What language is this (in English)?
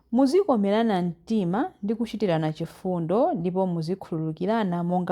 Nyanja